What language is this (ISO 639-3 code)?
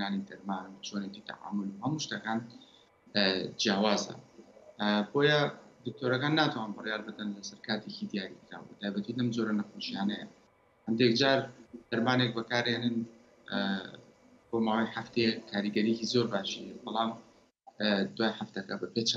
ckb